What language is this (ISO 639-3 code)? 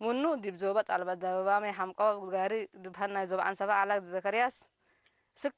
tig